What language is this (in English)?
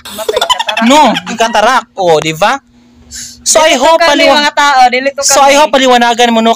Cebuano